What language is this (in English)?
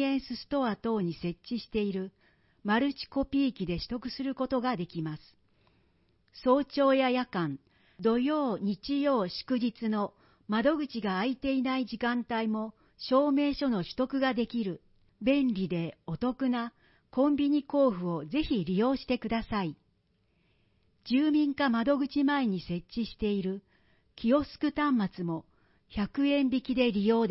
Japanese